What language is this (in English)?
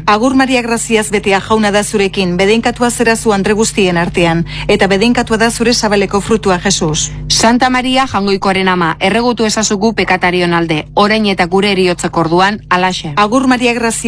Basque